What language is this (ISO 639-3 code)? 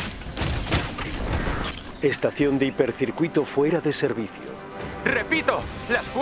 spa